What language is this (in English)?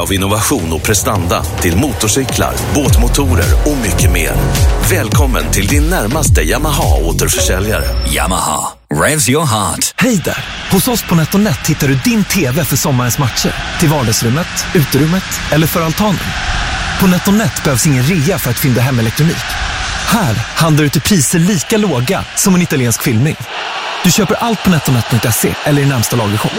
Swedish